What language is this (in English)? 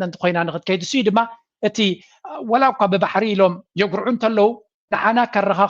Tigrinya